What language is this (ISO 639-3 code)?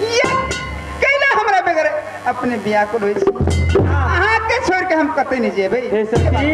mai